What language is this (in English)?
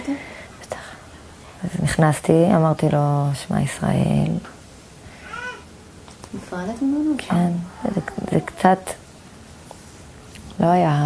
Hebrew